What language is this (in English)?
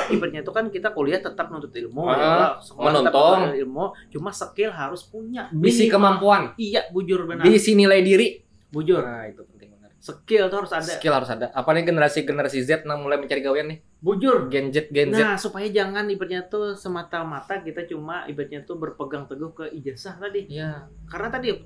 Banjar